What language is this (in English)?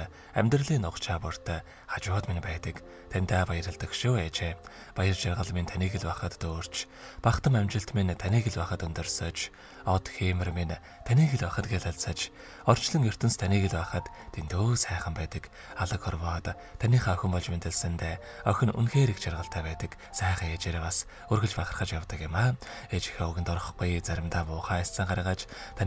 Mongolian